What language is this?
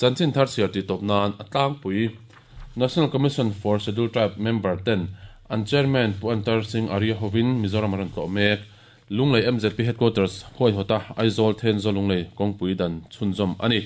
Mizo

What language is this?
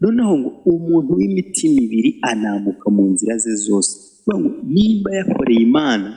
Kinyarwanda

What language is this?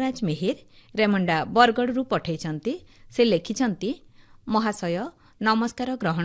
Odia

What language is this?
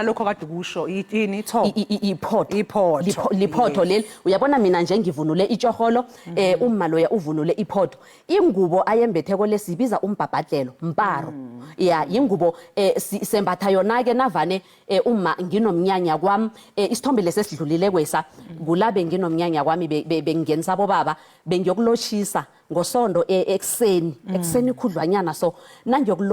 Zulu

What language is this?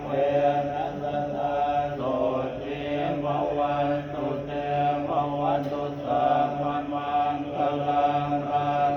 Pali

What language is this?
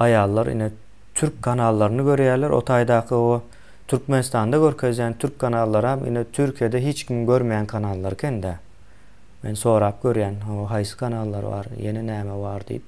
Turkmen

